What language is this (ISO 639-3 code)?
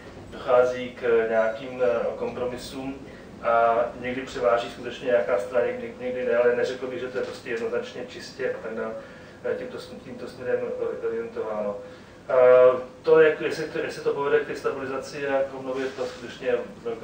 ces